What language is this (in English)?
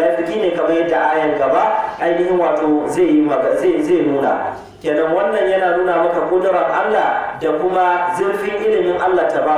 Hausa